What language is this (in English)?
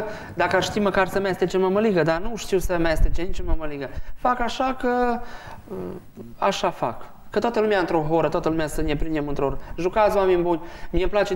Romanian